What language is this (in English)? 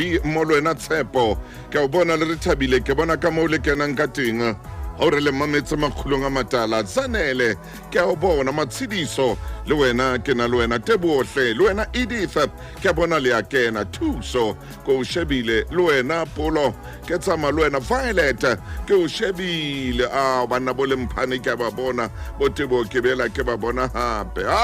Southern Sotho